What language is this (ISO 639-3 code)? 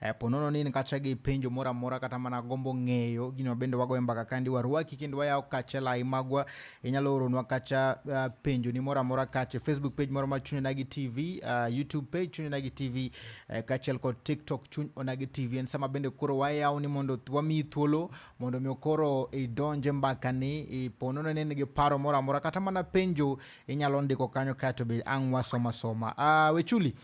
luo